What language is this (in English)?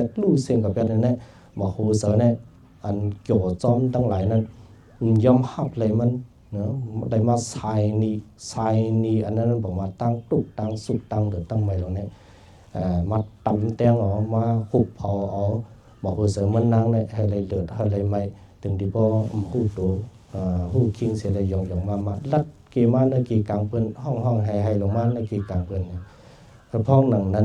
Shan